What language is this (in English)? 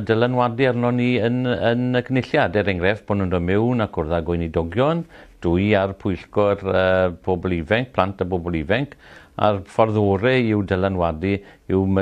Welsh